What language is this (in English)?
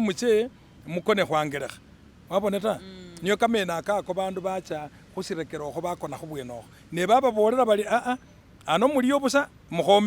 Masaaba